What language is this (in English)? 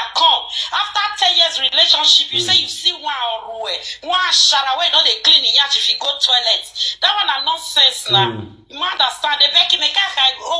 Nigerian Pidgin